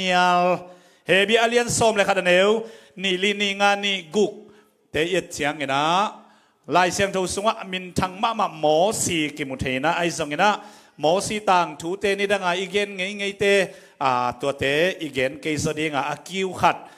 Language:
Tedim Chin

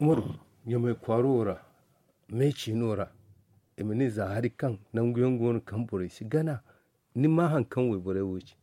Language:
Zarma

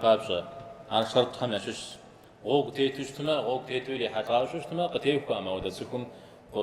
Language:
Kabardian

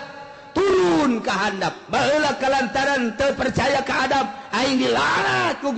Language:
Sundanese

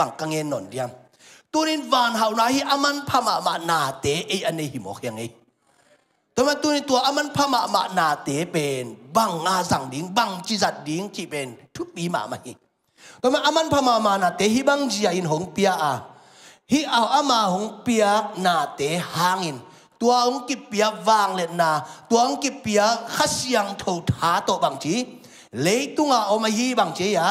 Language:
Tedim Chin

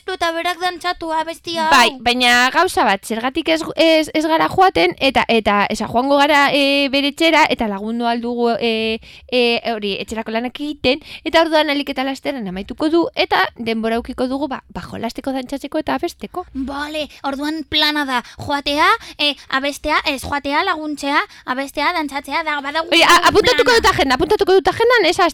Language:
Basque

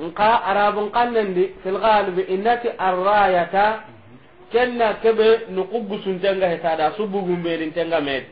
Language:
Soninke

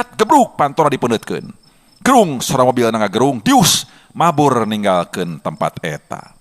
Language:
Sundanese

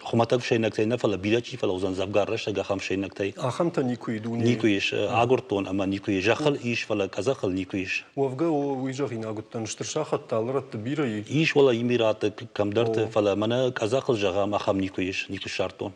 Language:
Ossetic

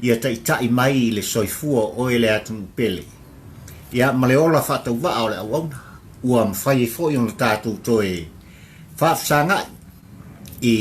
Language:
Samoan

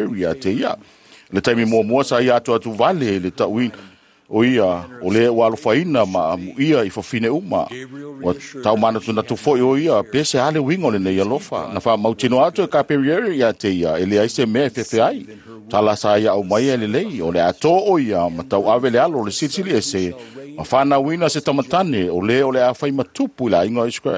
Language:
Samoan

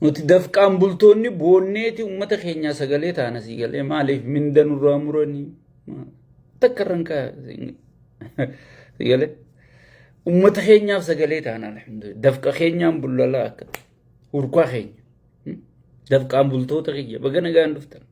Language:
Oromo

